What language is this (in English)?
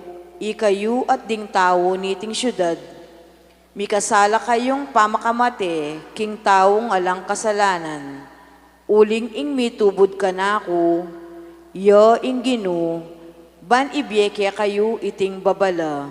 Pampanga